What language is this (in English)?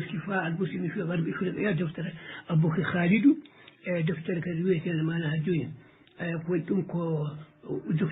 Fula